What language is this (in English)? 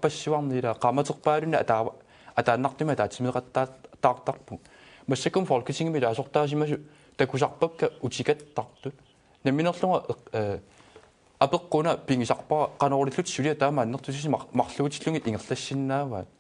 Kalaallisut